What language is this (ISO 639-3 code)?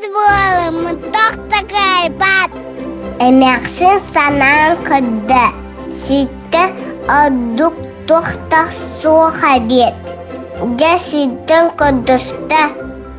sah